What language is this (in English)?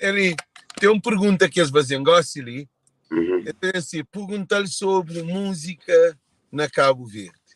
Kabuverdianu